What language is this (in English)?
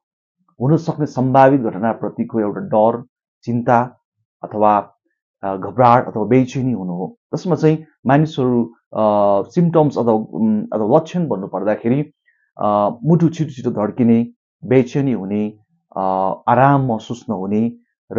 Nepali